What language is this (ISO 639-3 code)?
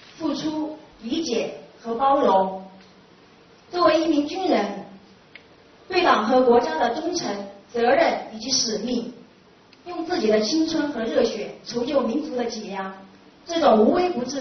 zho